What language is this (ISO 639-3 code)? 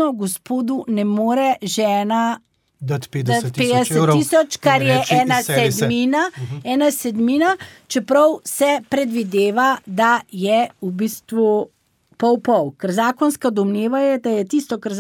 slv